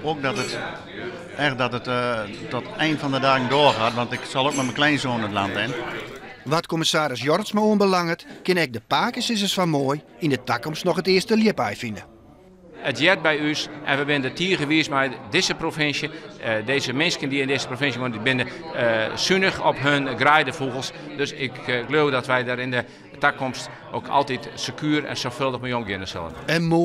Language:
Western Frisian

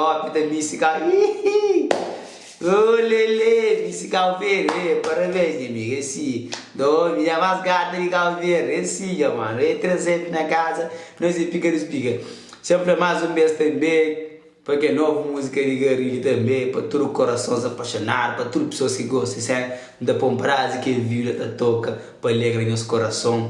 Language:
Kabuverdianu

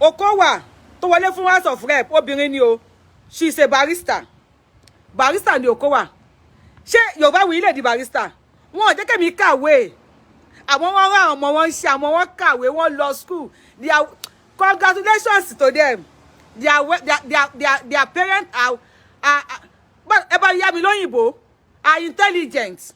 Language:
Yoruba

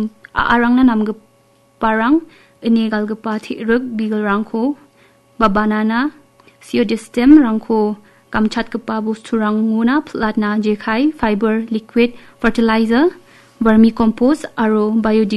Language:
Garo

